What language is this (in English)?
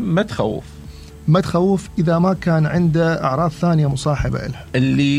Mesopotamian Arabic